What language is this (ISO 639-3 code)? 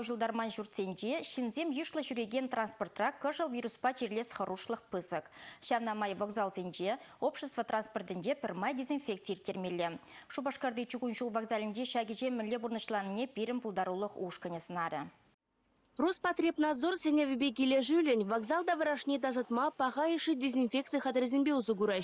chv